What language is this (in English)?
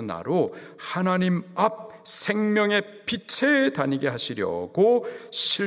Korean